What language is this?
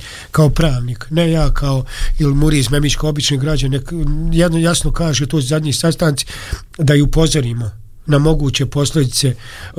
Bosnian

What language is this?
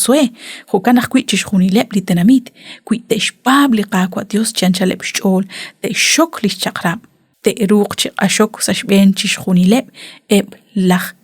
Kekchí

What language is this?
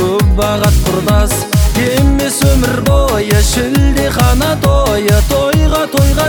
Kazakh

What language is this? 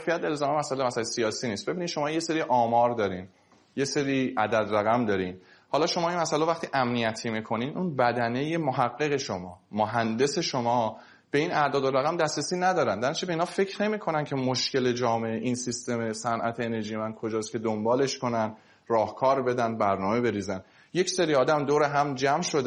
Persian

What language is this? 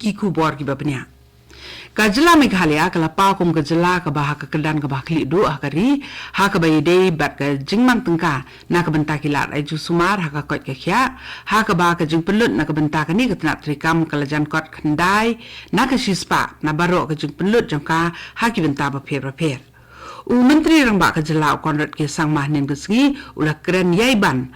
Khasi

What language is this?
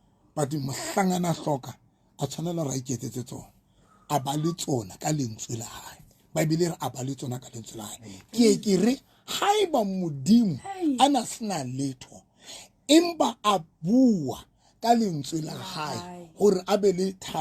Southern Sotho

